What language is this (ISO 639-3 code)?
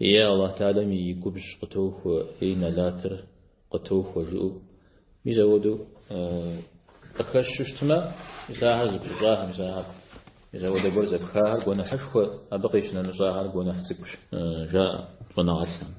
kbd